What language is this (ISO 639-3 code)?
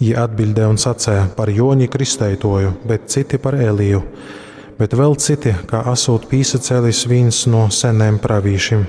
ltg